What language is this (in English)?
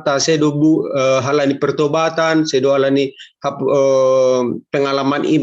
Batak Simalungun